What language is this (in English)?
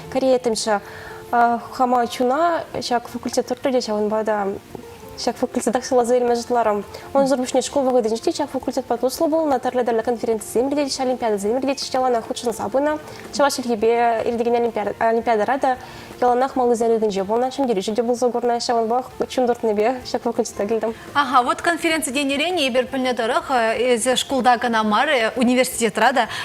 Chuvash